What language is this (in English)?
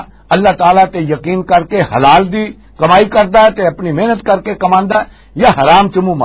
Western Panjabi